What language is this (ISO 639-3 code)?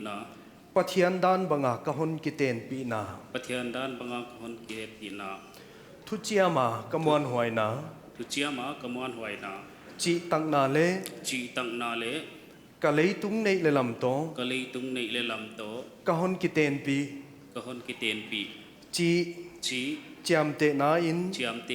pck